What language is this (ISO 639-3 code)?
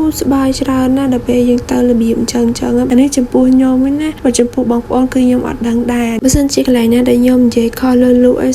khm